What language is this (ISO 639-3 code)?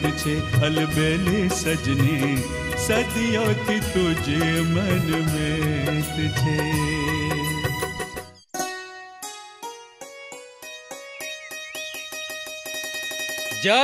guj